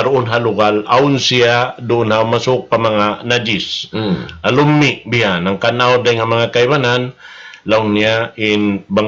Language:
Tausug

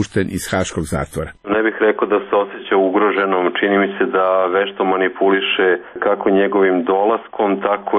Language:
Serbian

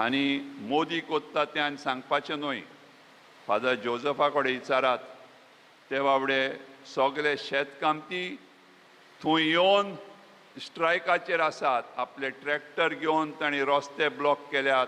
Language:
Konkani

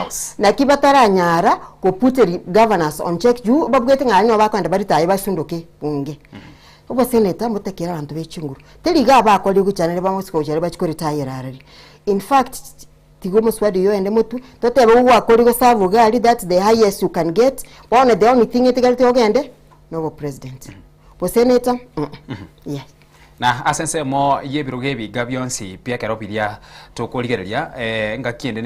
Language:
Gusii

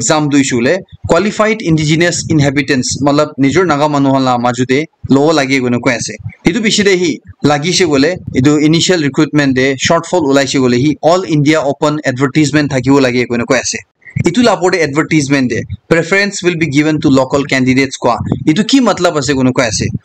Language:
Naga Pidgin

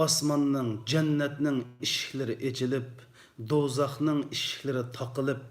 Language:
Uyghur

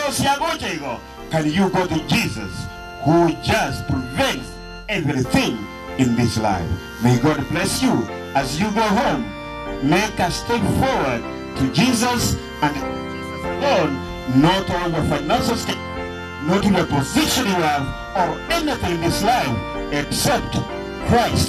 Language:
Gusii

